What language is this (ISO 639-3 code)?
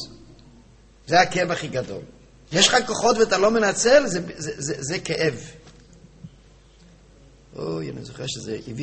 heb